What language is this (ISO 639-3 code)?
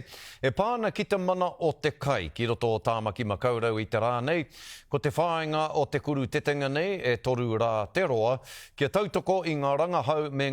mri